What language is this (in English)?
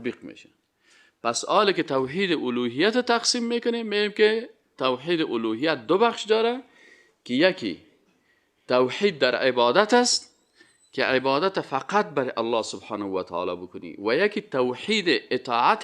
Persian